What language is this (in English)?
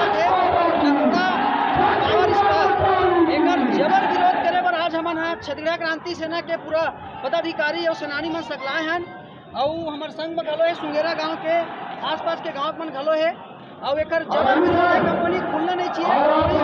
Chhattisgarhi